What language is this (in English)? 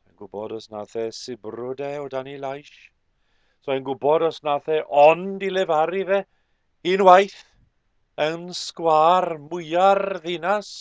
Welsh